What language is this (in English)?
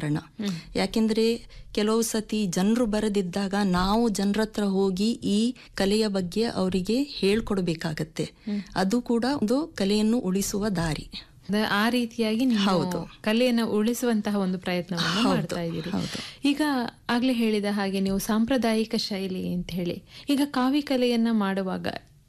Kannada